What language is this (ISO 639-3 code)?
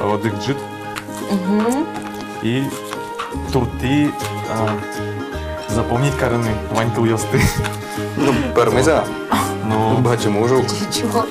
udm